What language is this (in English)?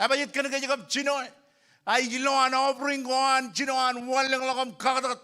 Marshallese